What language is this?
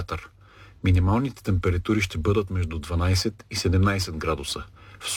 Bulgarian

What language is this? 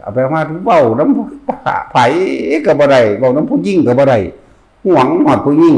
Northeastern Thai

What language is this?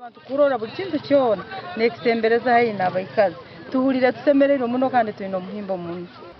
Nyankole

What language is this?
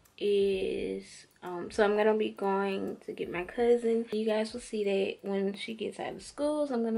English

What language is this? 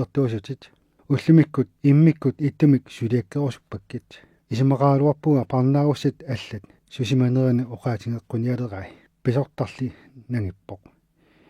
Kalaallisut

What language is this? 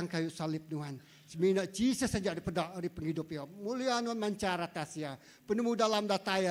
Iban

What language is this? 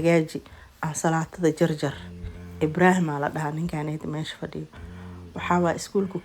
Somali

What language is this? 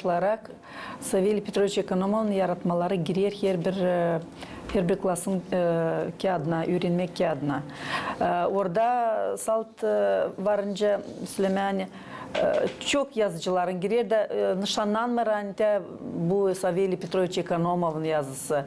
Gagauz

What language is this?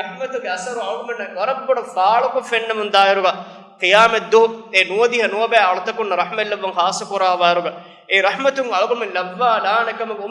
Divehi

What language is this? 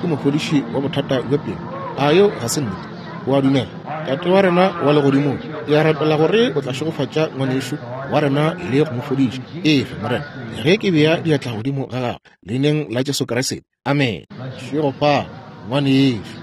Northern Sotho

